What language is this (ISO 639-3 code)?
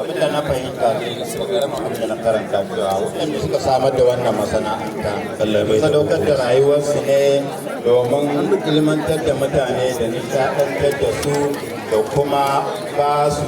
hau